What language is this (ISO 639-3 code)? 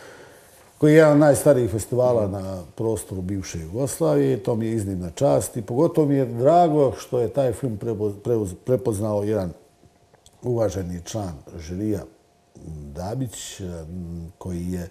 hrv